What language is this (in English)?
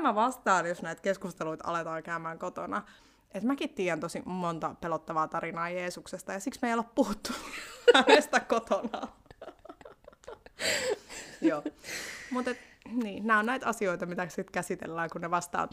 Finnish